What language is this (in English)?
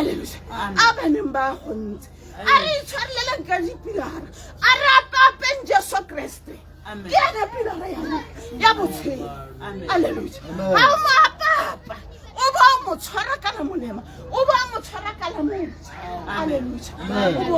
Tswana